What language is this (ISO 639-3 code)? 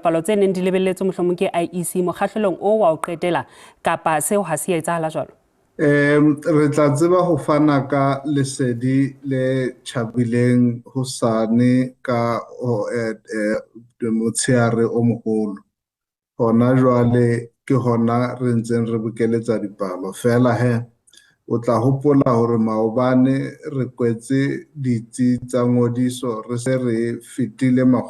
sot